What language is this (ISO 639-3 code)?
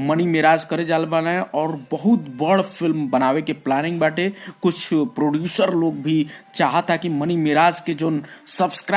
bho